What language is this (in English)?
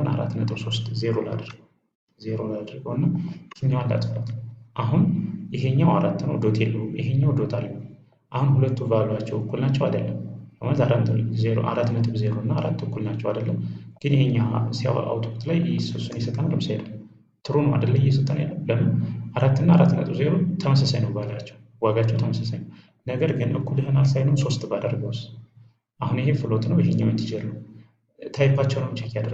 Amharic